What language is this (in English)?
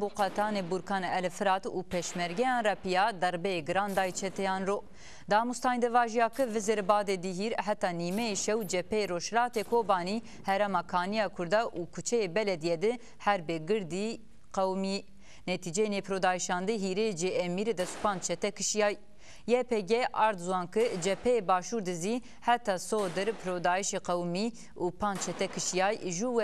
Zaza